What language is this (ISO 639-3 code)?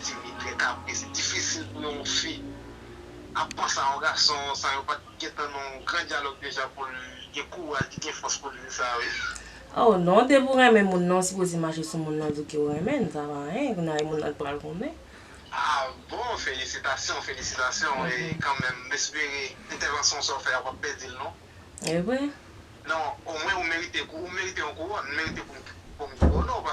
hat